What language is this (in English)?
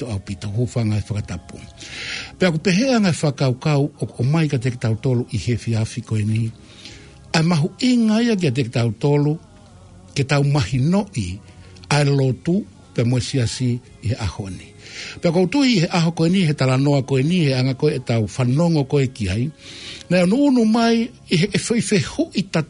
Tongan